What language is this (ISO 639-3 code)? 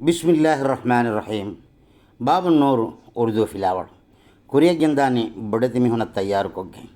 div